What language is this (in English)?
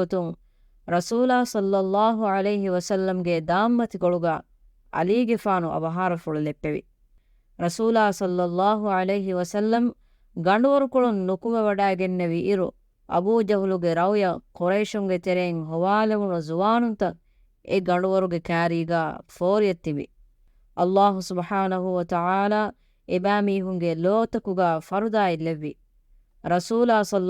Divehi